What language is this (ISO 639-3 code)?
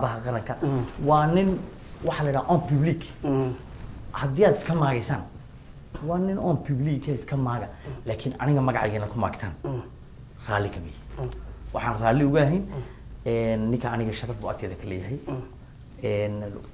som